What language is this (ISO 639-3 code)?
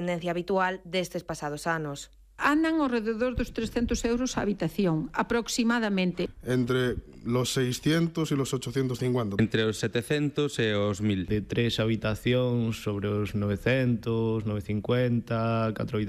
glg